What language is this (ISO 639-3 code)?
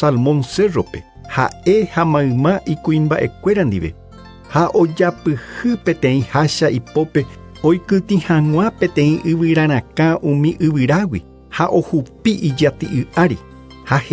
grn